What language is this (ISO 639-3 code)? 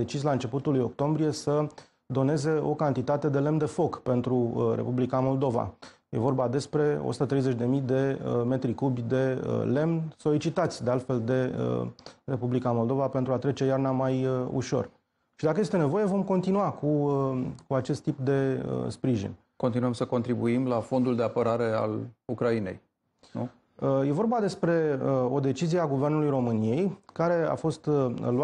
ron